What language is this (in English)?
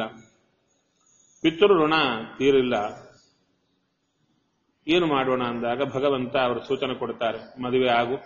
Kannada